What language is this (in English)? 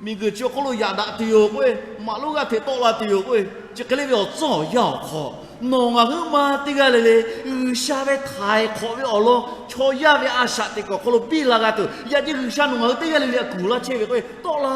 Lahu